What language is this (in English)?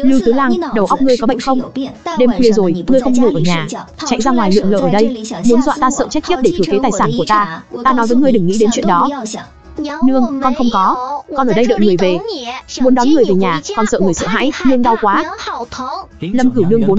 Vietnamese